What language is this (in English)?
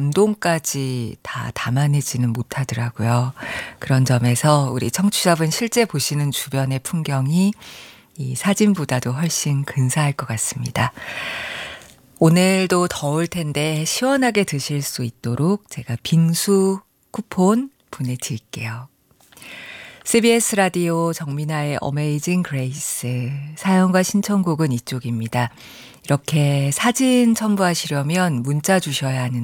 Korean